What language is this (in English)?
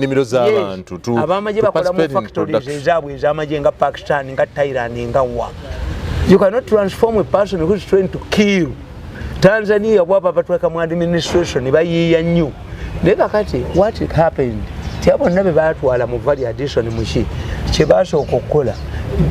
Ganda